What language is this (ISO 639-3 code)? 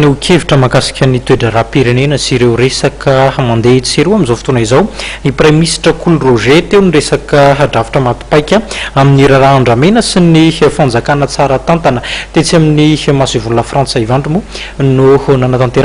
mlg